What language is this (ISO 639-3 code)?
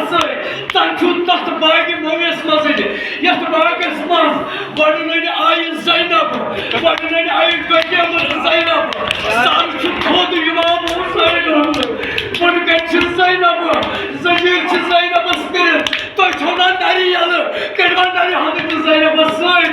kas